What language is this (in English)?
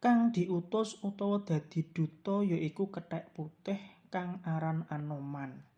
Javanese